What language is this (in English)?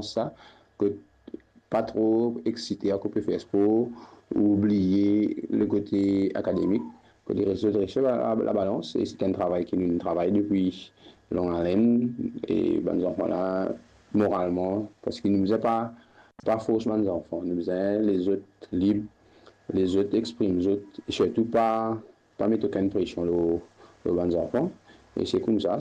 Morisyen